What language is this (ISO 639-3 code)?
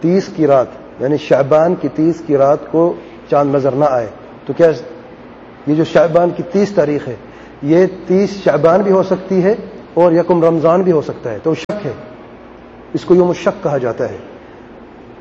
urd